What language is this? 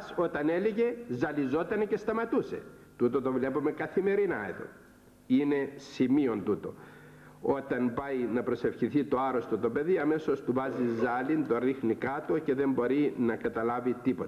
Greek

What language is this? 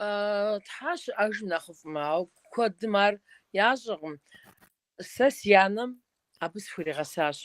Kabardian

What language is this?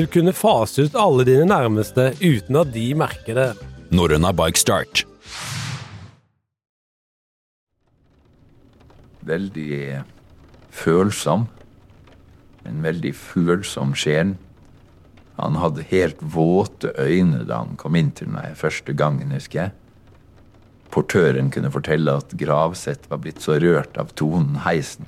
Norwegian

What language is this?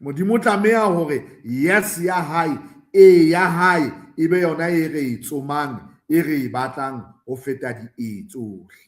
Southern Sotho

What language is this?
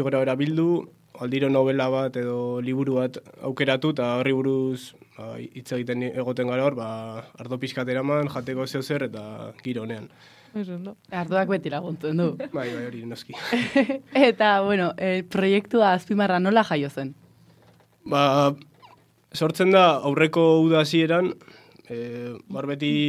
Basque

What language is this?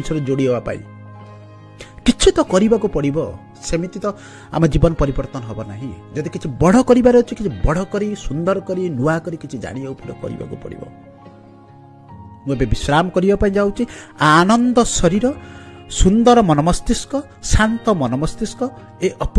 Odia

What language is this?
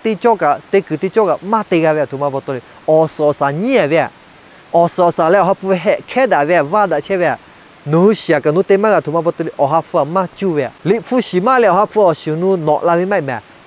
Lahu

